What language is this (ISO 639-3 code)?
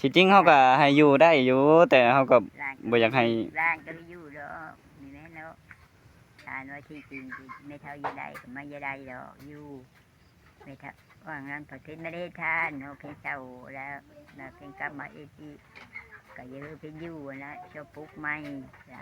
tts